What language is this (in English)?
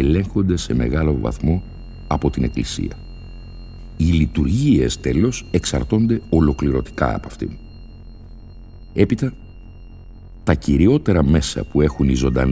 Greek